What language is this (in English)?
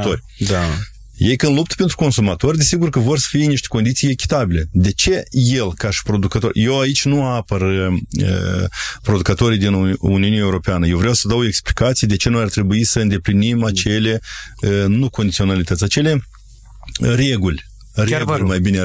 Romanian